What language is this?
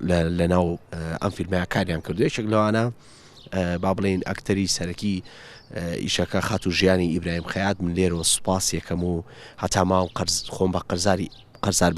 Central Kurdish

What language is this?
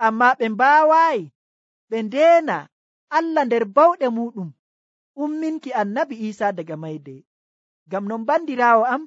Nigerian Fulfulde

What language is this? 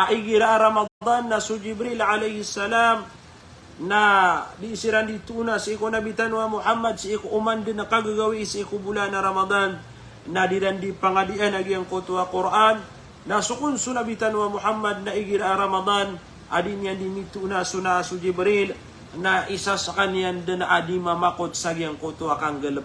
Maranao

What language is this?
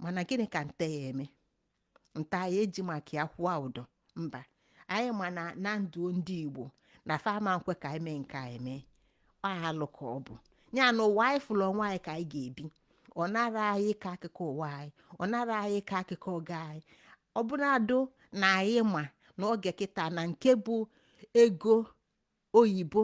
Igbo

